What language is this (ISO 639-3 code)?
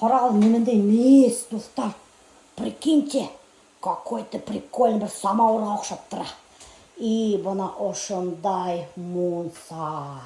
bak